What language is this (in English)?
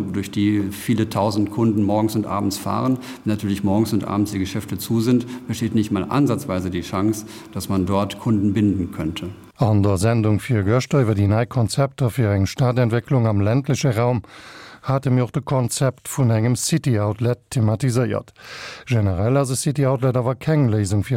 Luxembourgish